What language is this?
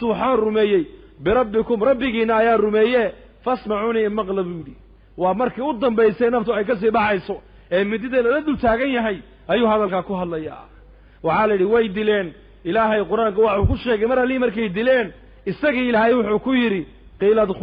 Somali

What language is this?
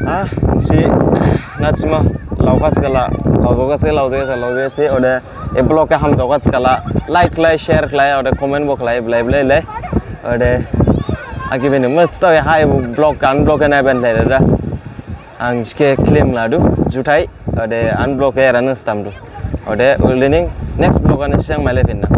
Dimasa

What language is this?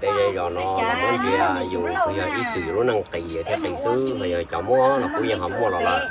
Hmong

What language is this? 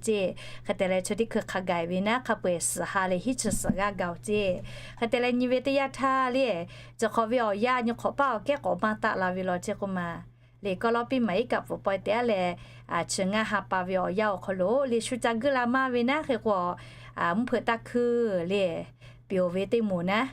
Lahu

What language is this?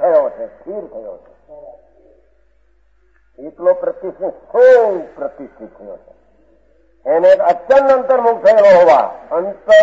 Gujarati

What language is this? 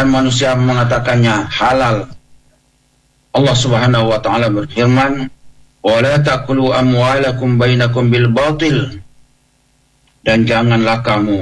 Indonesian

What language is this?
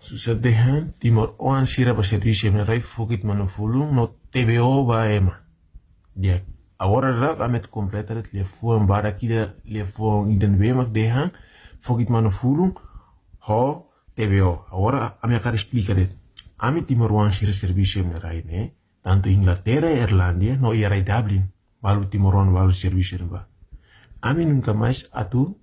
Tetum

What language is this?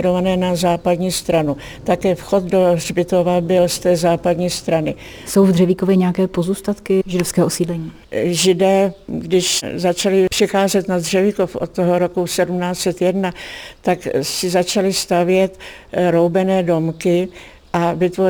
Czech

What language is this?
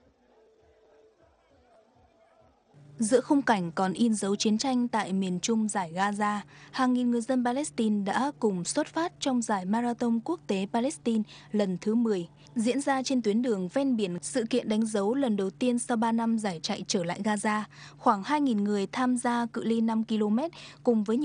Vietnamese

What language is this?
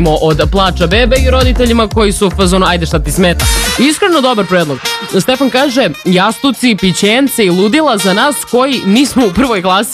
Serbian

